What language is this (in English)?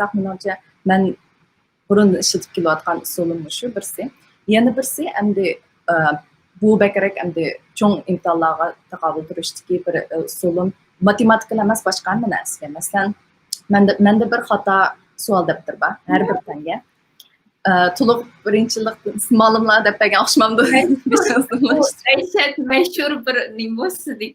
Uyghur